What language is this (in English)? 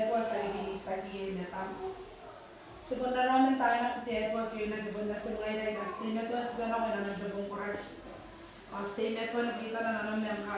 Gilbertese